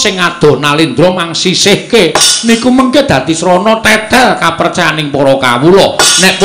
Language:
Javanese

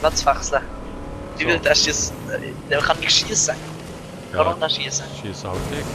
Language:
Swiss German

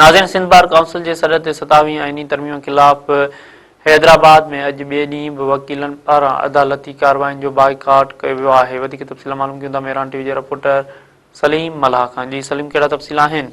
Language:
Sindhi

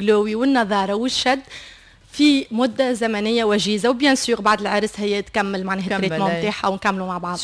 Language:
Tunisian Arabic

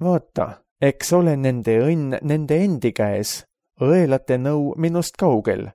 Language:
Estonian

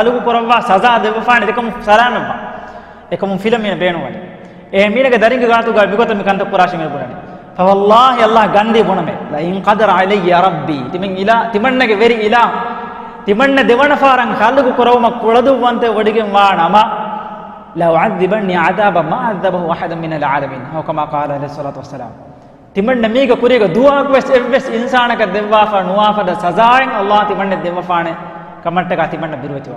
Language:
Divehi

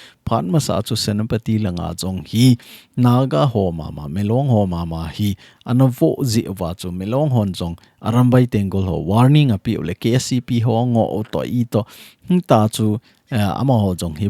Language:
Thado Chin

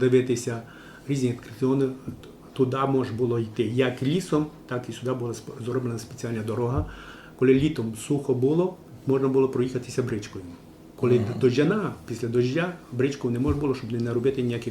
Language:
Rusyn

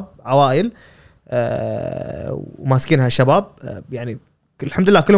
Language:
Gulf Arabic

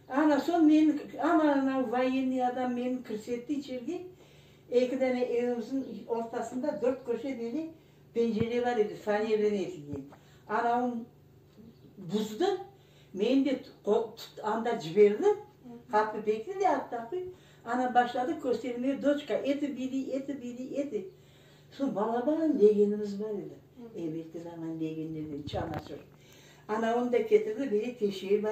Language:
Crimean Tatar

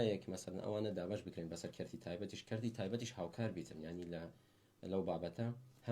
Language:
Central Kurdish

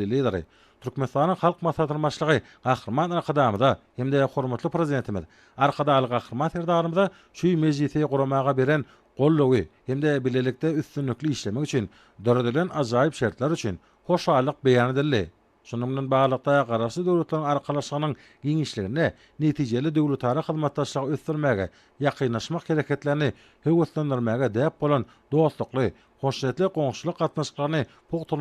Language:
Turkmen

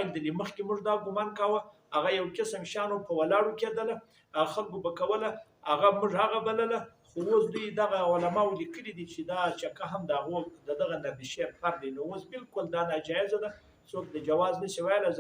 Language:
Pashto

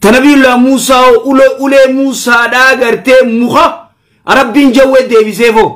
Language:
Oromo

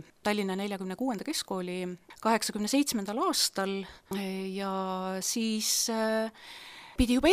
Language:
Estonian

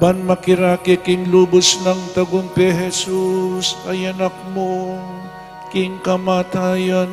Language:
Pampanga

